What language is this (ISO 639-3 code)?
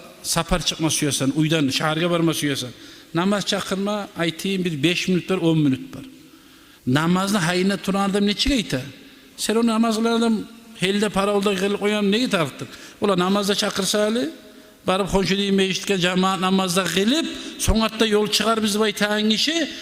kum